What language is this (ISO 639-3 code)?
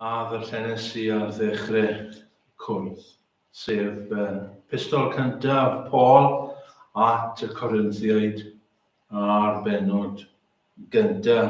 cym